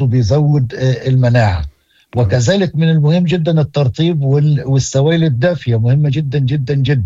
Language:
Moroccan Arabic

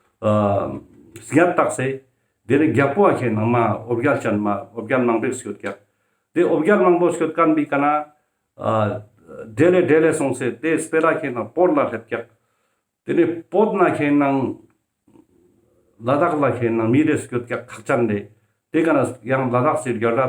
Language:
Ladakhi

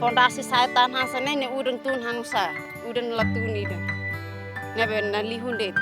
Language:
Tetum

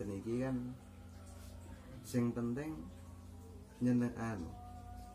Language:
Javanese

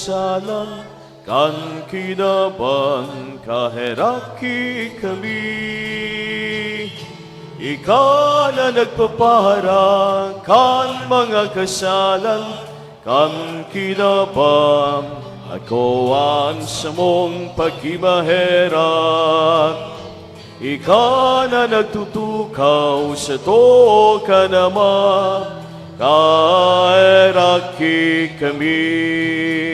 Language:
Bikol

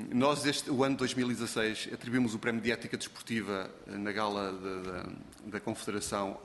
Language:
Portuguese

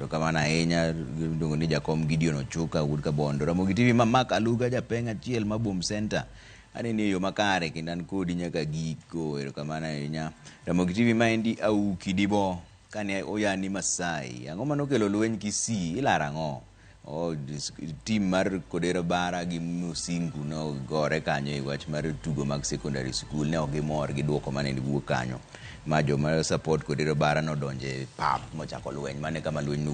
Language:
Luo (Kenya and Tanzania)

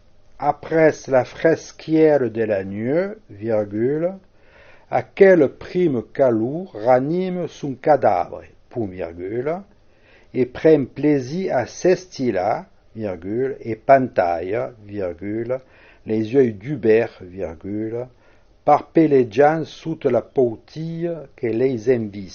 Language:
Occitan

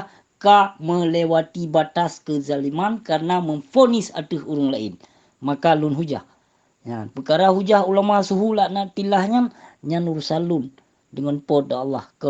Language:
Achinese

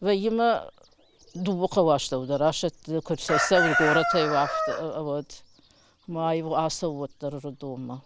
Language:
Ossetic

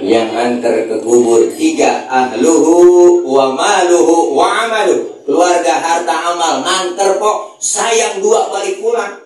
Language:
Betawi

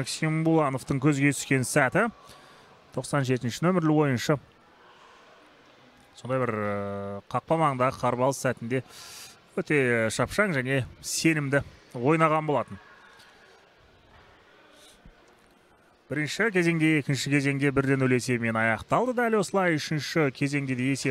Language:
Kazakh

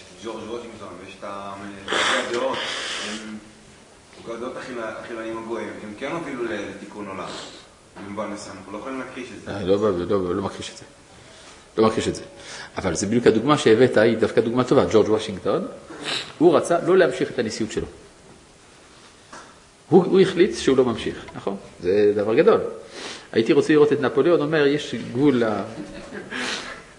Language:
Hebrew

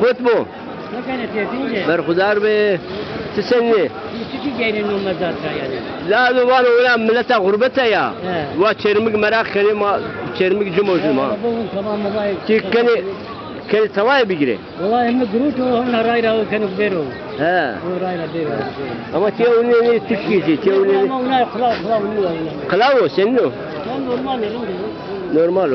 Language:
Zaza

